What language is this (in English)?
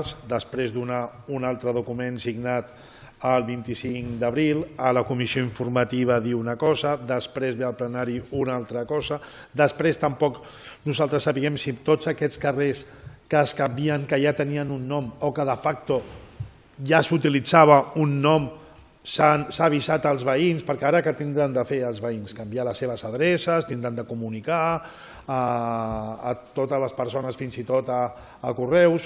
Catalan